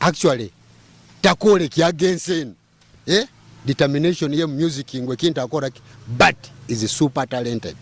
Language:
Nyoro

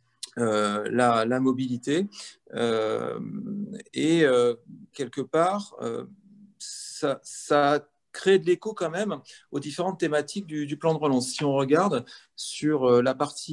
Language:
French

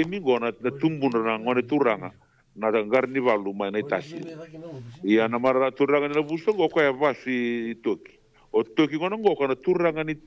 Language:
Fijian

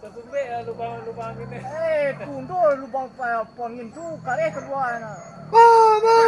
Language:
Minangkabau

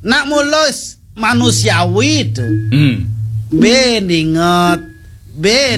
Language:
Balinese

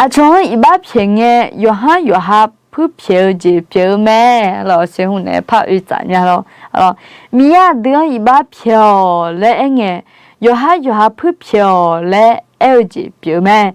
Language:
Akha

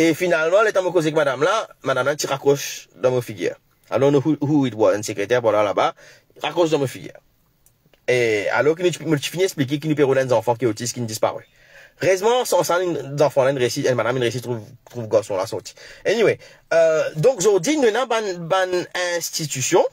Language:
Morisyen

